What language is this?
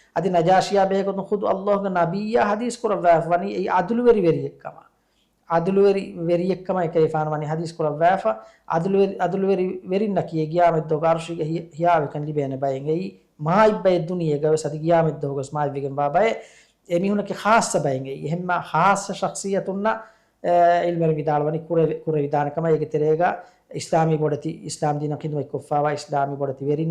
Divehi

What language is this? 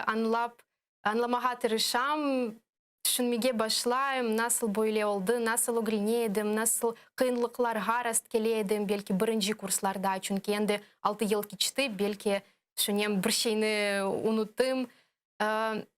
Crimean Tatar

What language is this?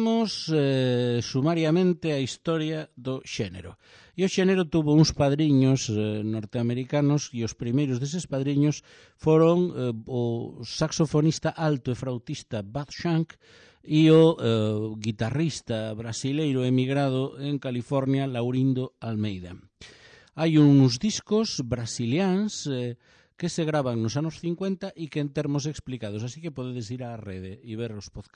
Galician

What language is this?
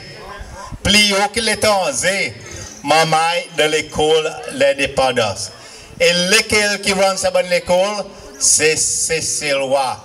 Seselwa Creole French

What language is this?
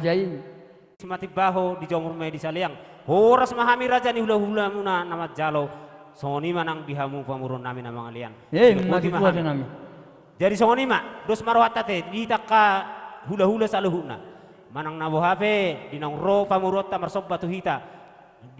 Batak Toba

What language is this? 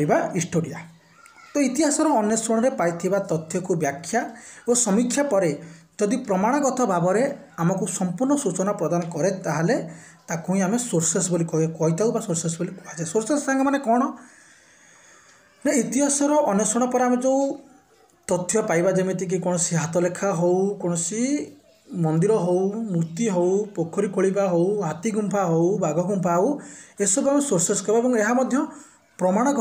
Odia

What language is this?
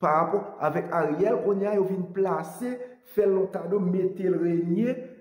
Haitian Creole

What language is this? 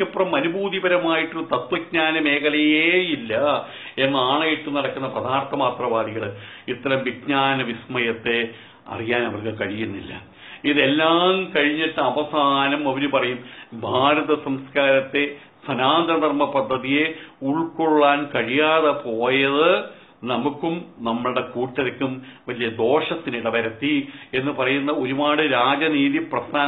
Malayalam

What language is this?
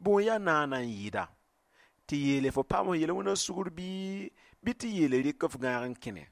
Mossi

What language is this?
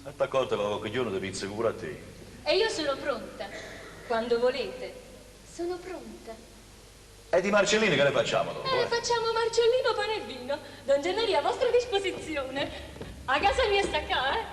Neapolitan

